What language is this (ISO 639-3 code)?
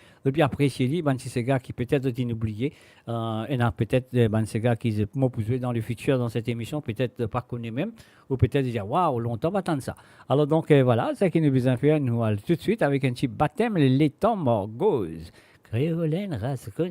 mfe